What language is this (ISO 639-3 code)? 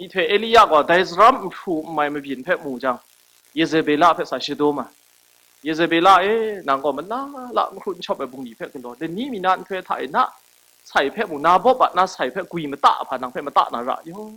kac